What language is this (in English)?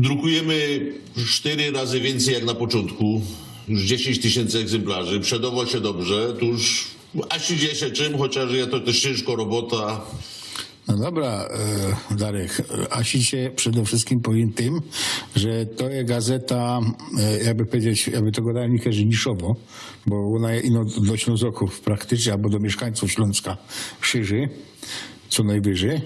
Silesian